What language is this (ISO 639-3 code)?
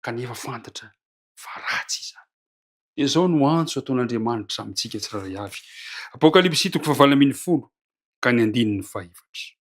mlg